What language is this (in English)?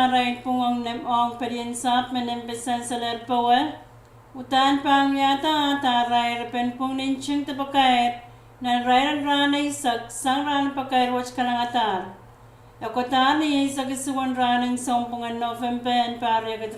Pohnpeian